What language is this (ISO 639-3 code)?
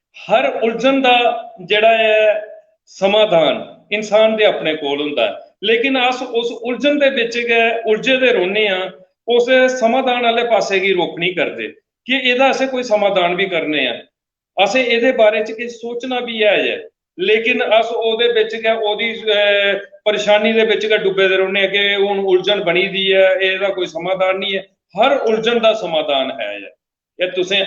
doi